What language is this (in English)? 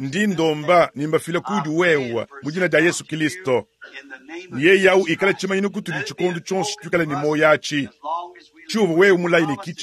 Luba-Lulua